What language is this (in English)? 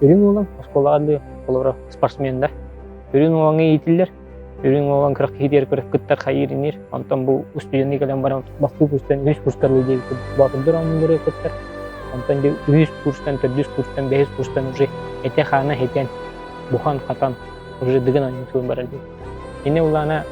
Yakut